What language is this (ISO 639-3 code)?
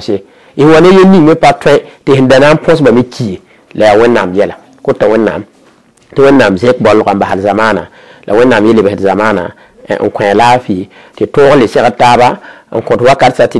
mos